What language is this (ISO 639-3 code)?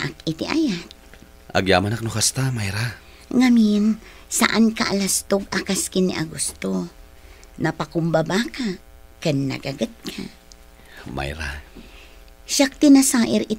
ilo